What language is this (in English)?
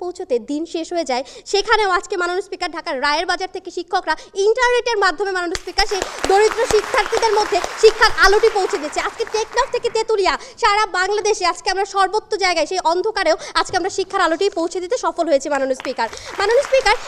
Bangla